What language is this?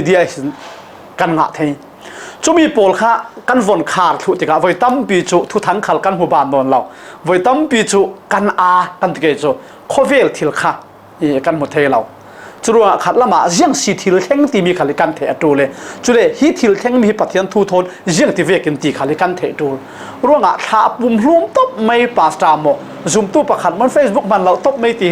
Falam Chin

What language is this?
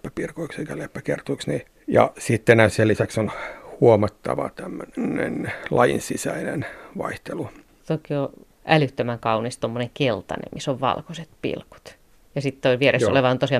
Finnish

